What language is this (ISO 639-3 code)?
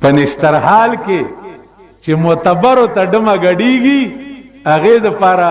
pus